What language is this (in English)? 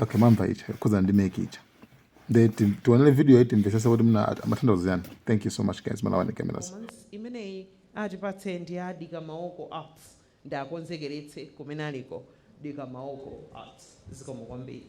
Nyanja